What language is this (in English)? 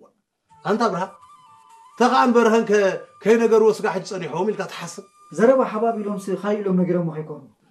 Tigrinya